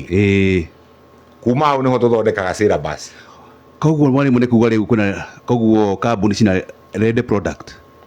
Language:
Kikuyu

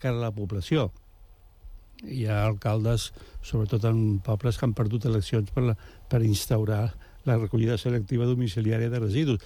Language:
Catalan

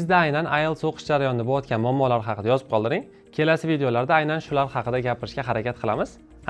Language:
Uzbek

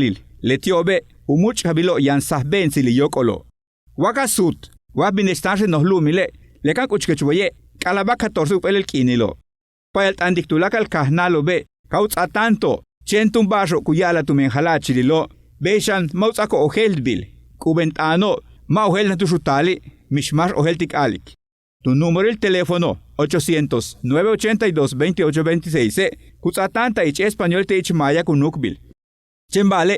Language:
Yucateco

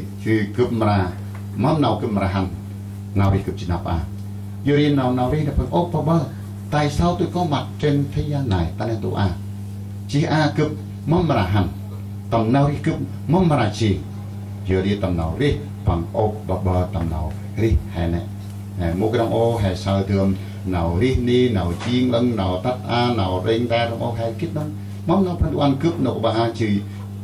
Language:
Central Mnong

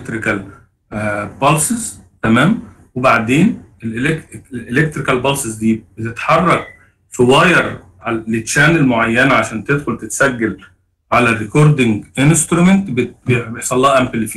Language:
Egyptian Arabic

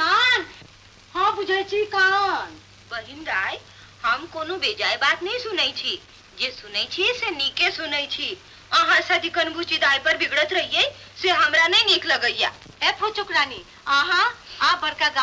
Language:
Maithili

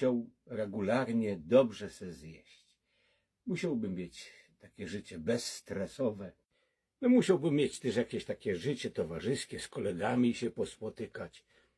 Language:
Silesian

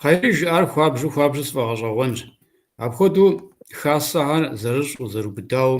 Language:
Kabardian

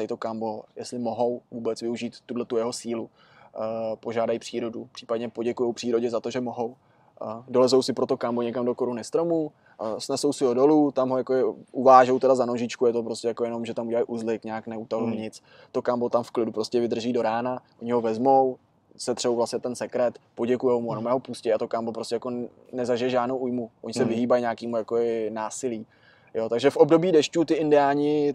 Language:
Czech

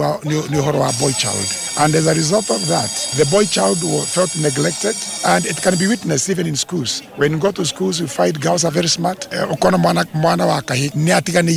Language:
Kikuyu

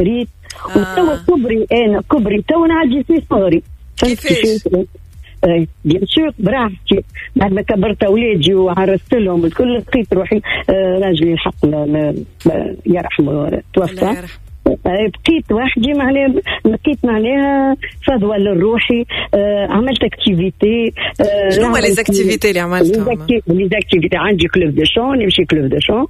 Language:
Tunisian Arabic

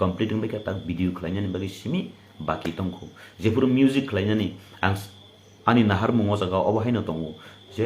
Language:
Kok Borok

